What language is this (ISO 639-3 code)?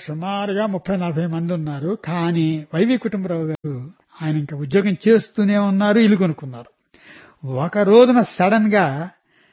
tel